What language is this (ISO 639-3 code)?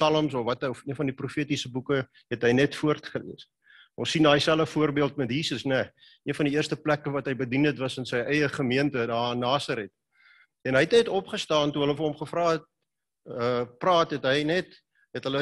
afr